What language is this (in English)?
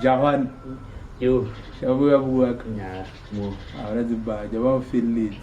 Northern Sotho